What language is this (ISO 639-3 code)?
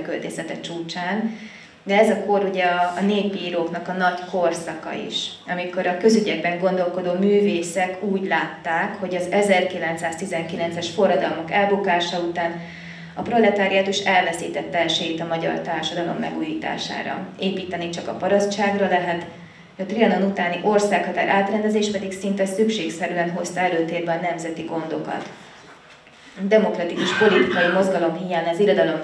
hun